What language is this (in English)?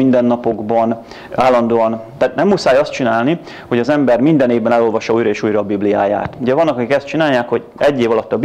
Hungarian